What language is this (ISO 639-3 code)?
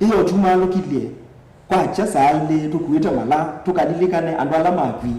kam